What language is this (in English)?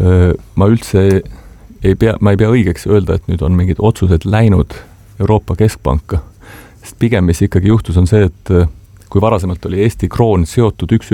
Estonian